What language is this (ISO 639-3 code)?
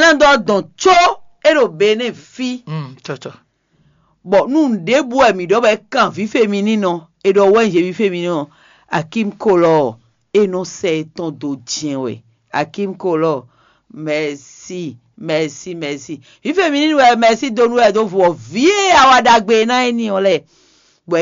fon